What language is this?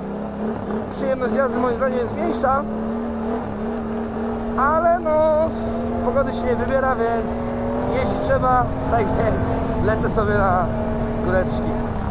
Polish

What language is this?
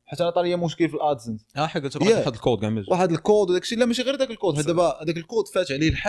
Moroccan Arabic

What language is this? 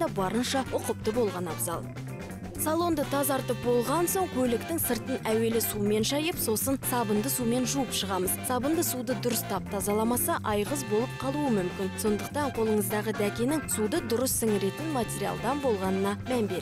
Kazakh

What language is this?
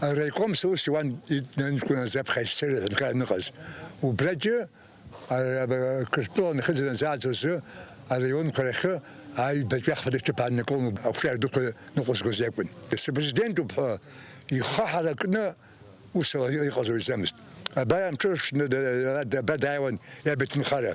Abkhazian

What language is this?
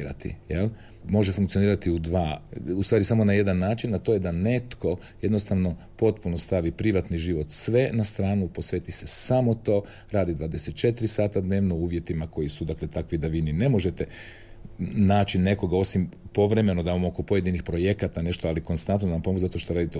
Croatian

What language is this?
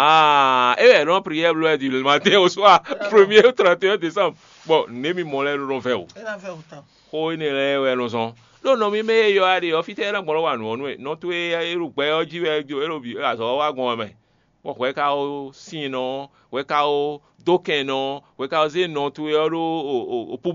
Fon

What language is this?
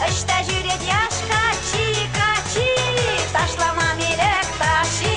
Chuvash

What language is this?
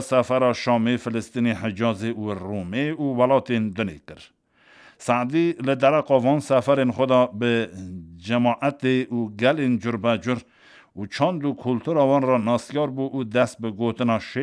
Kurdish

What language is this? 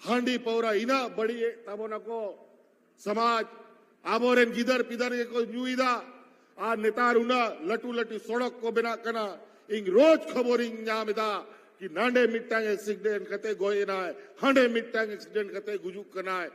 Santali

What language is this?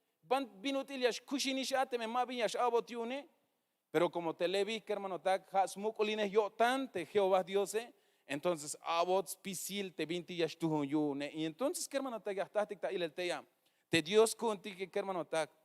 Tzeltal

